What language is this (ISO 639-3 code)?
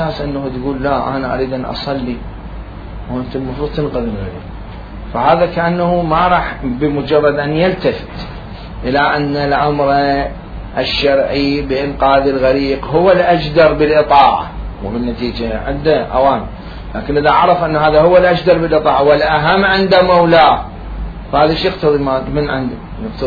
acm